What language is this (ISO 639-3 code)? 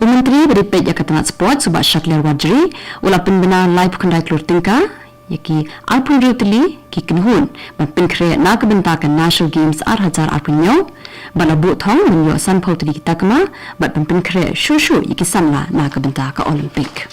kha